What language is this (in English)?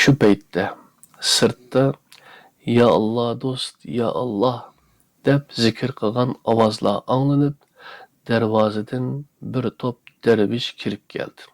Uyghur